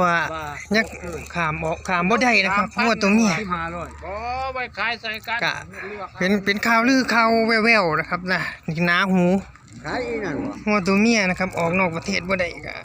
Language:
Northeastern Thai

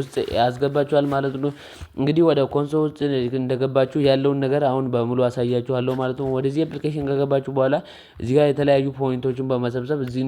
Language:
Amharic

